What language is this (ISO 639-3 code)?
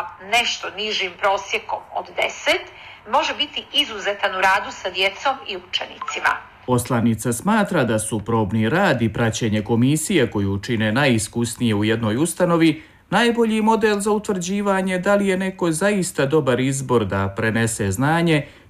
srp